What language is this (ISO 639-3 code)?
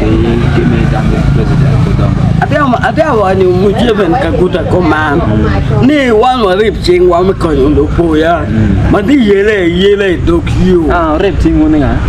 ach